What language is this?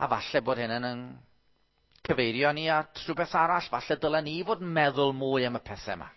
Welsh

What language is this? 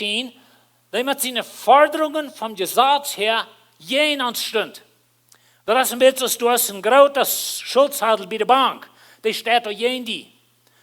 Plautdietsch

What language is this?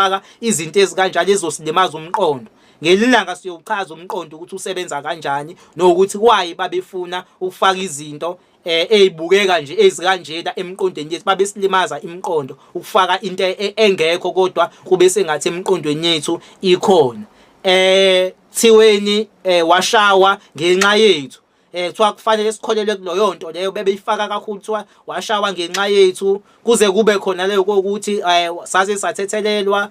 Zulu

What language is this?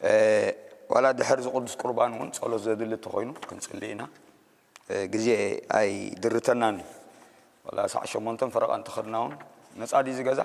Tigrinya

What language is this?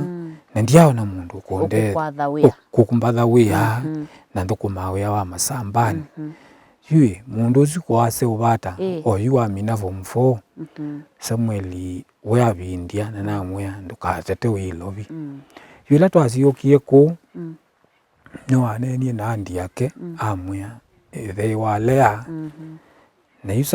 Kamba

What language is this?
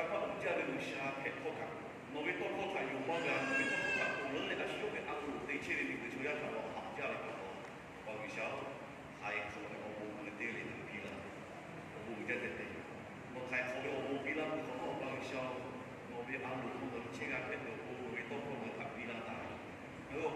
Lahu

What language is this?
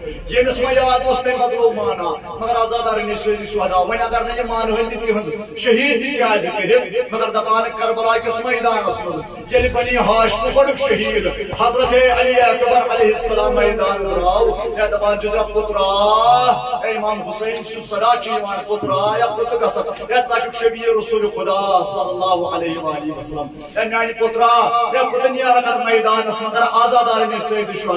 Kashmiri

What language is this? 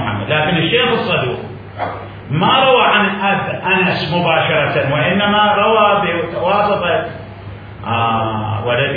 Mesopotamian Arabic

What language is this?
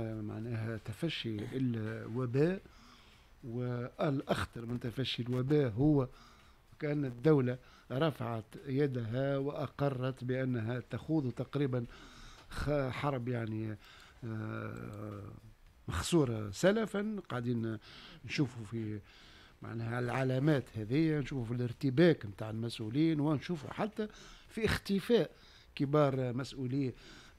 Tunisian Arabic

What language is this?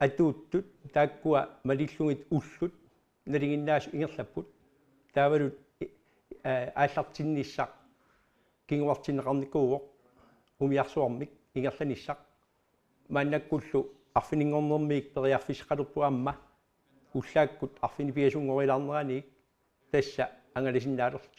Kalaallisut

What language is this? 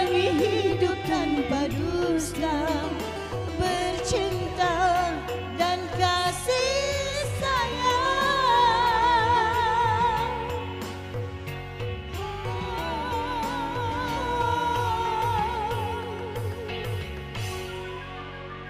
Malay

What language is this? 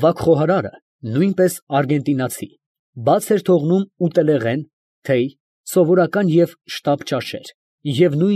Armenian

